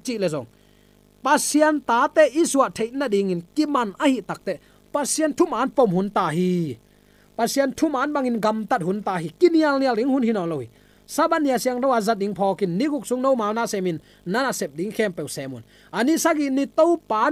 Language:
Tedim Chin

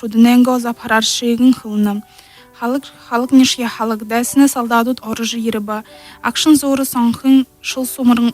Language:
Buriat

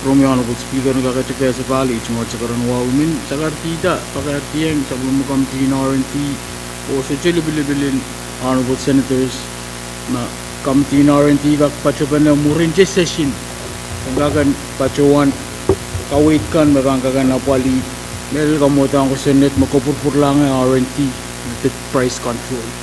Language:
Pohnpeian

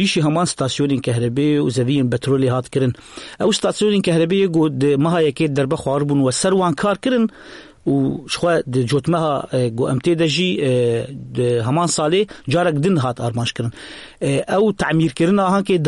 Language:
Kurdish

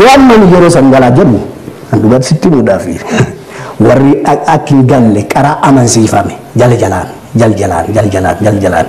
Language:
Oromo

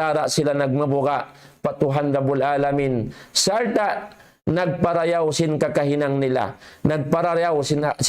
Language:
Tausug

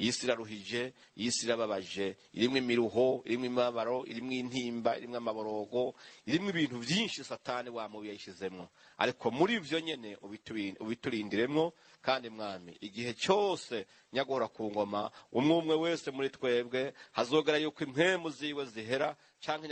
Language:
Rundi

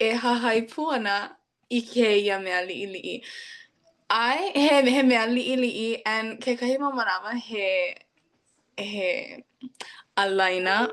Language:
Hawaiian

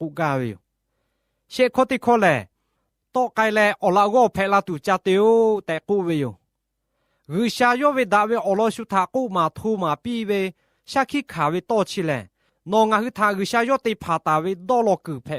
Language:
Lahu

